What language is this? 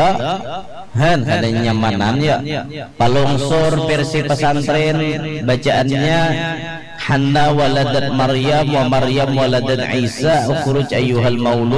Banjar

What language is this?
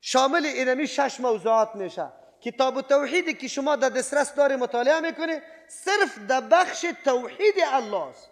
Persian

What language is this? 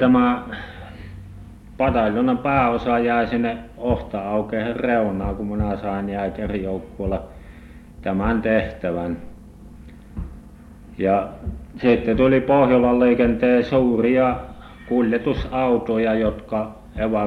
Finnish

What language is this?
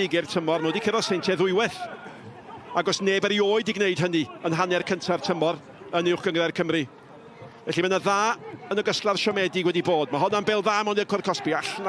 Welsh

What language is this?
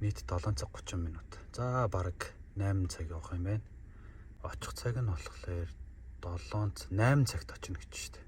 Mongolian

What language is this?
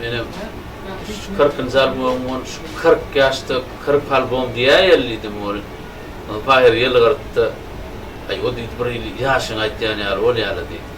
Turkmen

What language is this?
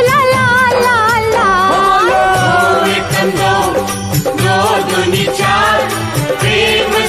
Hindi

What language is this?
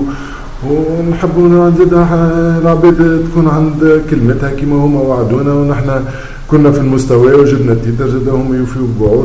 Tunisian Arabic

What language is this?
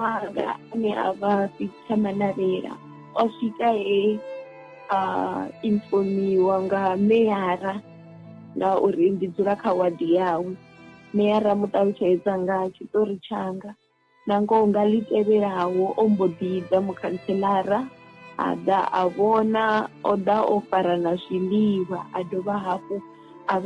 Venda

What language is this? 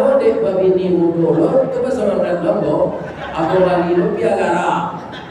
Minangkabau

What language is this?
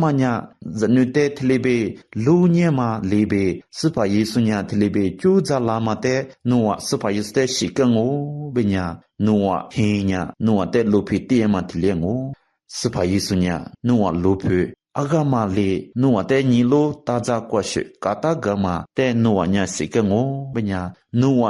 Lisu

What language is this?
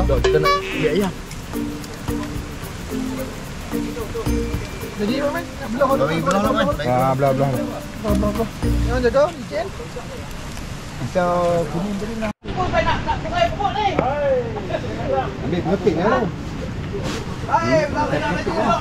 Malay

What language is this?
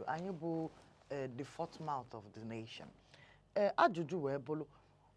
Igbo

